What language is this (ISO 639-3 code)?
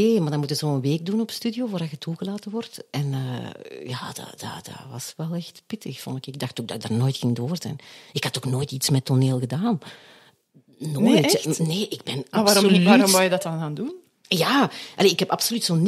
nld